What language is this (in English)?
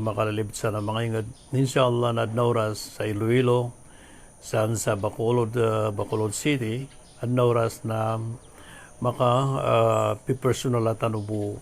Maranao